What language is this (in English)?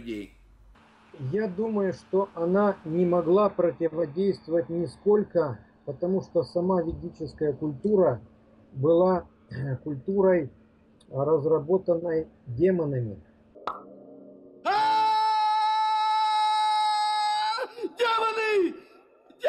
Russian